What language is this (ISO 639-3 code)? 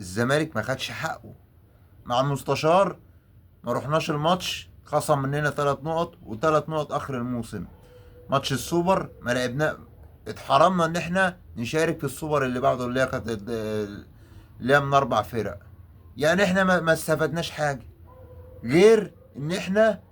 arz